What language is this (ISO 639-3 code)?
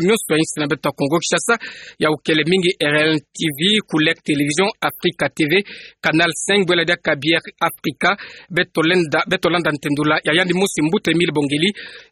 ktu